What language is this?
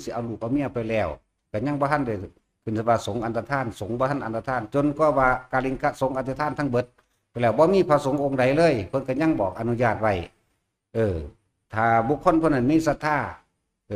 Northeastern Thai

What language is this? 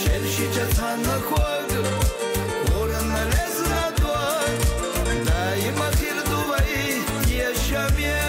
Chechen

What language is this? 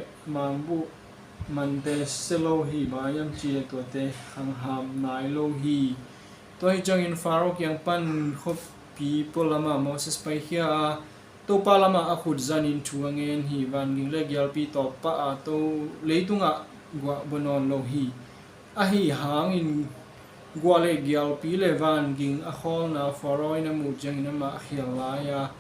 Tedim Chin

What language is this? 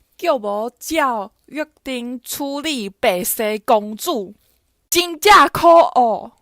Min Nan Chinese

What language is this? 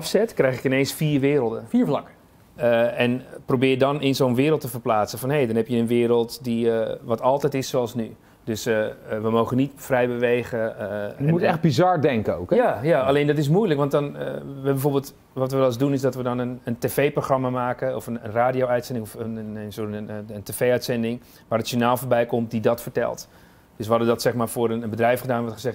Dutch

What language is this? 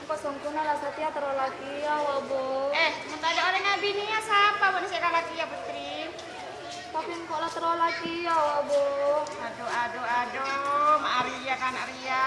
Madurese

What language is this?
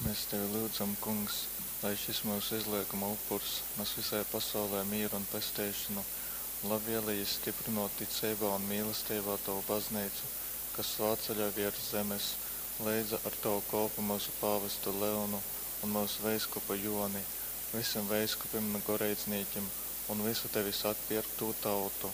Latgalian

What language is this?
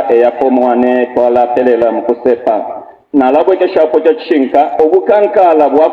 Bemba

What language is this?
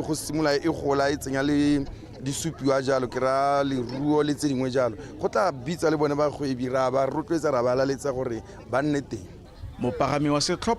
Tswana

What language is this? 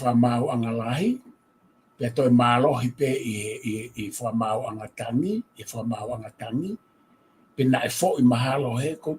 Tongan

